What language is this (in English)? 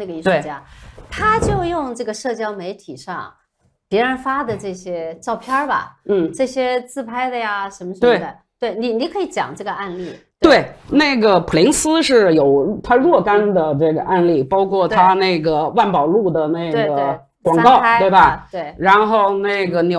Chinese